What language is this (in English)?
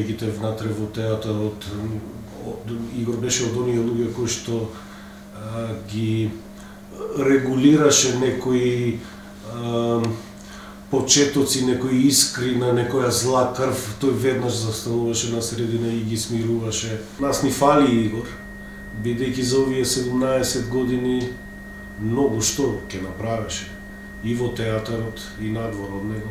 Macedonian